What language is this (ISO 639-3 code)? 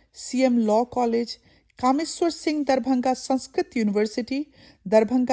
mai